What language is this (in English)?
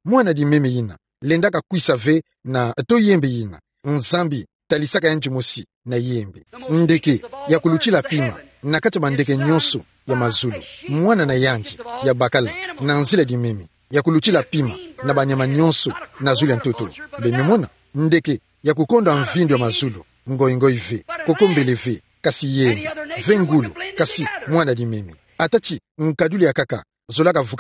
Kituba (Democratic Republic of Congo)